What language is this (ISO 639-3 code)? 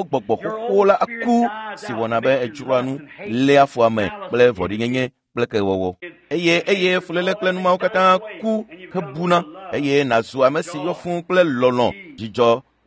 ewe